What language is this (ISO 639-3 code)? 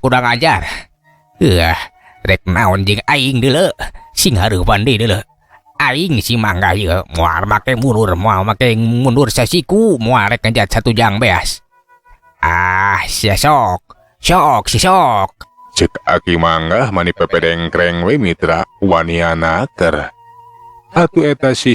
sun